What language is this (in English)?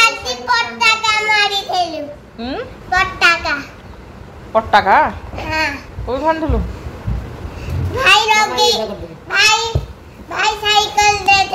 Odia